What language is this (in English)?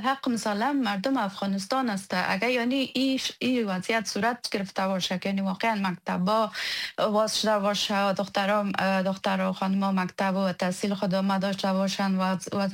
Persian